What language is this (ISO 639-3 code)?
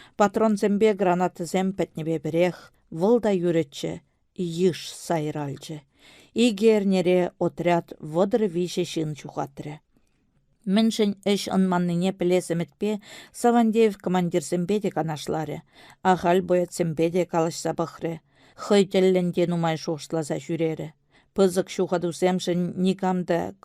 chv